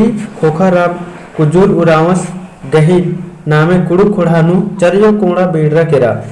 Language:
Kurukh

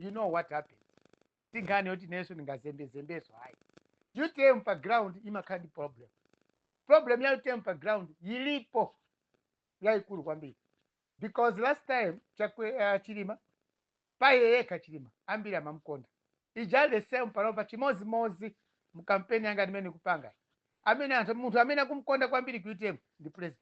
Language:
Nyanja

